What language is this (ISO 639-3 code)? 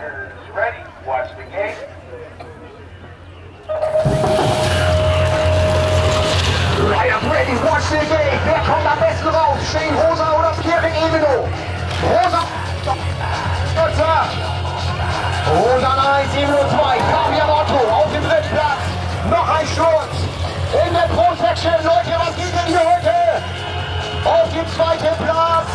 deu